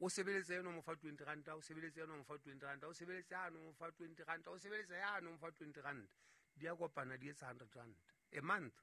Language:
Southern Sotho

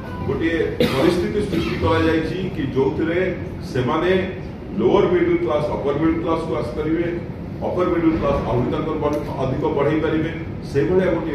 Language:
Odia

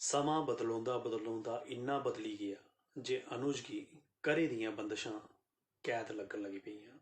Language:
Dogri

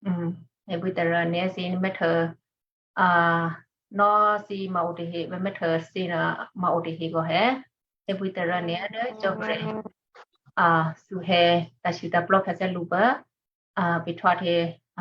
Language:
Western Kayah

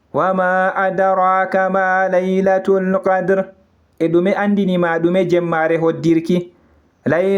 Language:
Fula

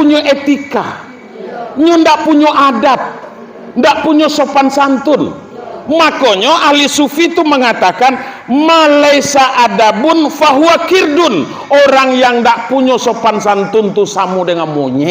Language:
Minangkabau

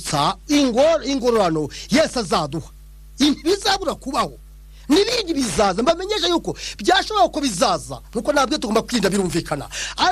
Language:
Kinyarwanda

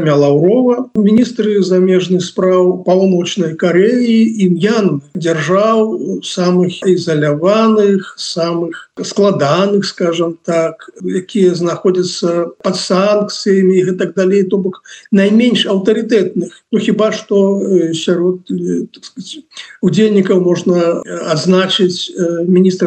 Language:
Belarusian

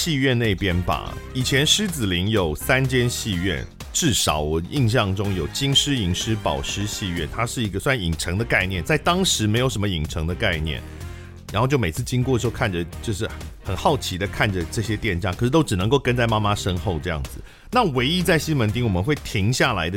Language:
Chinese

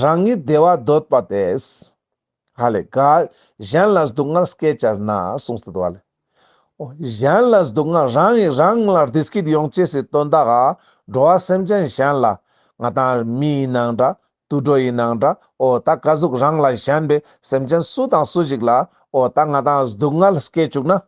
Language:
Ladakhi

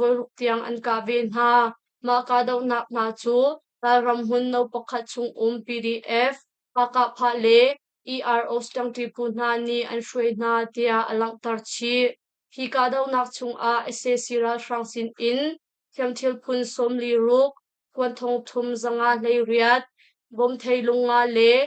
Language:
Hakha Chin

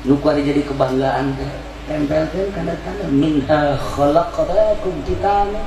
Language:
Sundanese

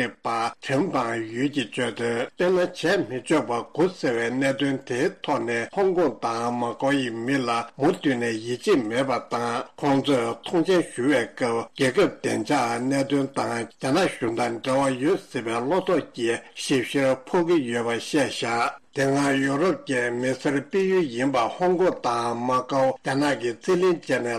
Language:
Tibetan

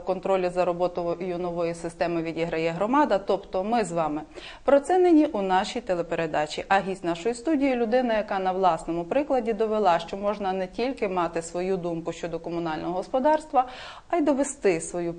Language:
Ukrainian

